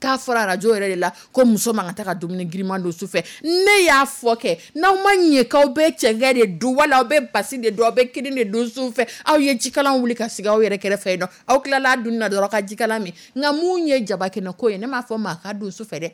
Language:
Dyula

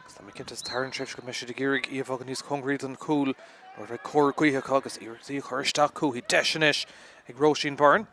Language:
Irish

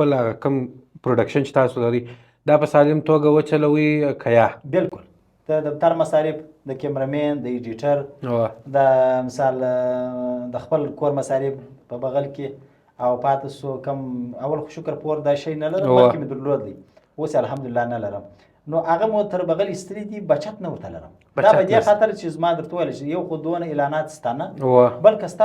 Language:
Pashto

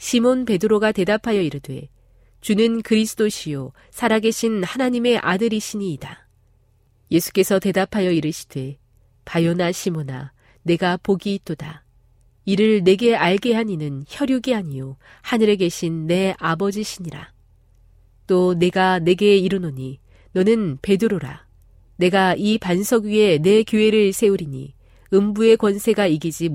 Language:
Korean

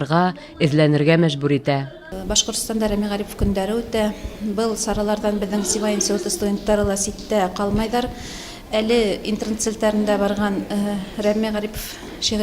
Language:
Bashkir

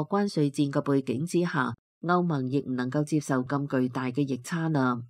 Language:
Cantonese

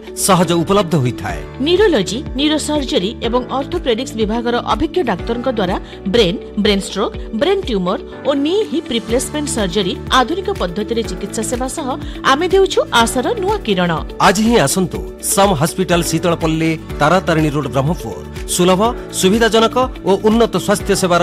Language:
Odia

